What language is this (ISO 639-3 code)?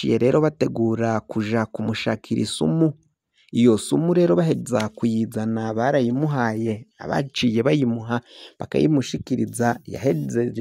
run